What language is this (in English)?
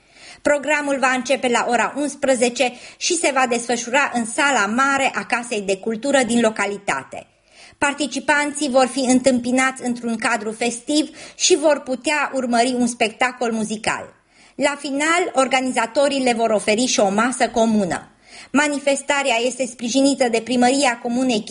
Romanian